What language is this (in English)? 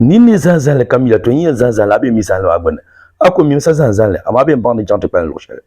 Dagbani